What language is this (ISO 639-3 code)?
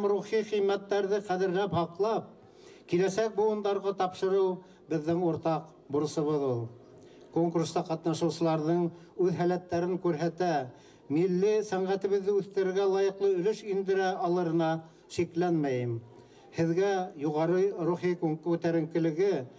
bak